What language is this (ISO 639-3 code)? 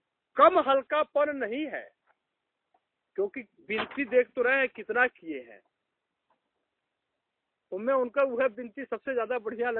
hin